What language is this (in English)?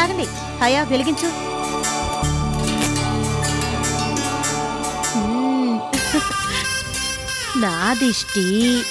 Telugu